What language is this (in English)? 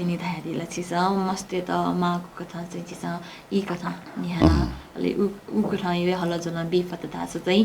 Newari